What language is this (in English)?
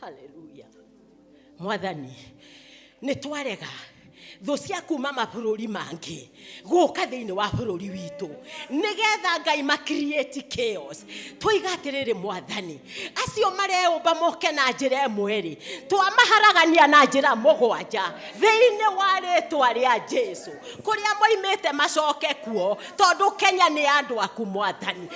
Kikuyu